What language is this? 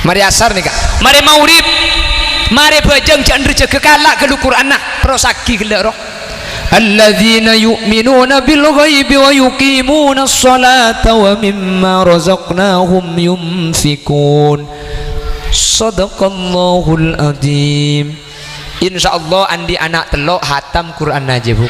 Madurese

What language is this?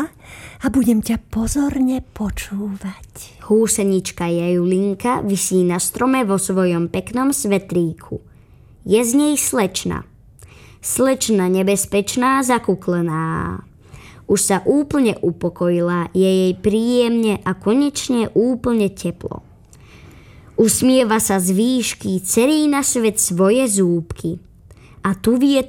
Slovak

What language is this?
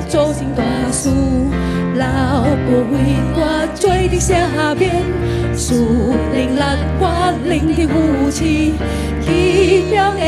Min Nan Chinese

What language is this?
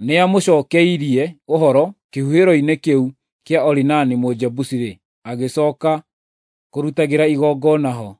Kikuyu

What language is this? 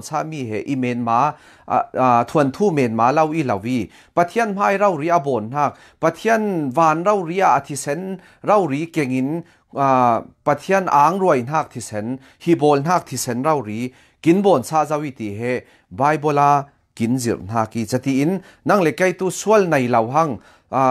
Falam Chin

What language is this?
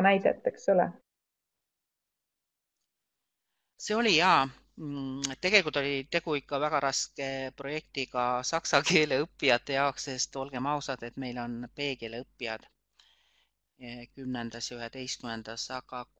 Estonian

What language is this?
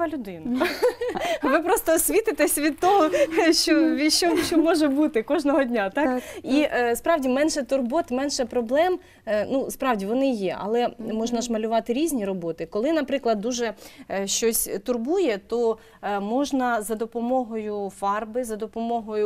Ukrainian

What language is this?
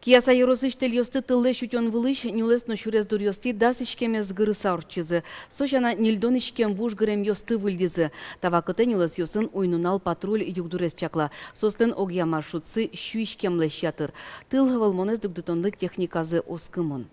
Udmurt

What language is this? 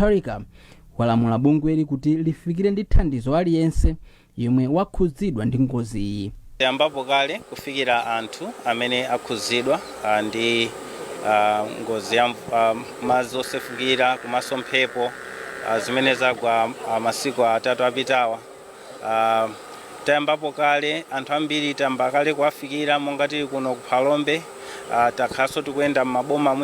Nyanja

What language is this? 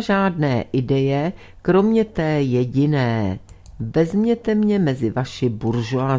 Czech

